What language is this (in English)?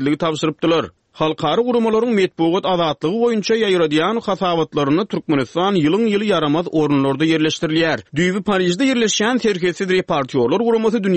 Turkmen